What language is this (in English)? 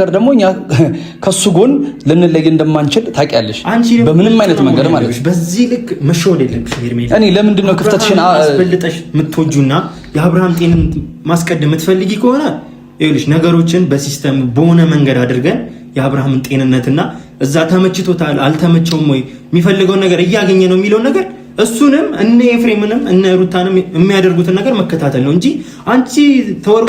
Amharic